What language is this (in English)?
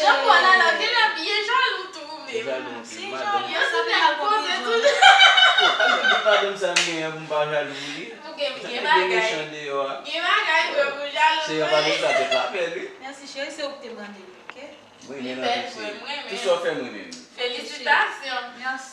Haitian Creole